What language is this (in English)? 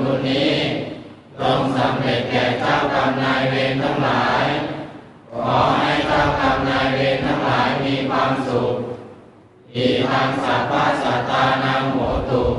Pali